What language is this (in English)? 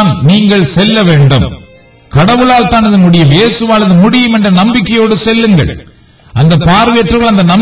Tamil